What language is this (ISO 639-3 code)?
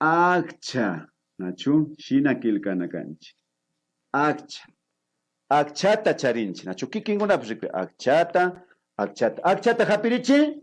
qvi